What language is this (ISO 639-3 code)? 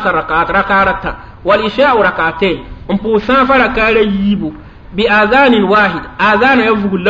mos